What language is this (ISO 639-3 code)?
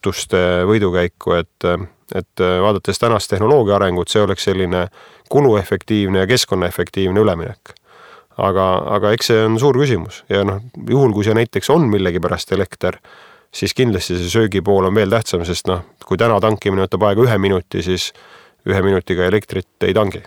est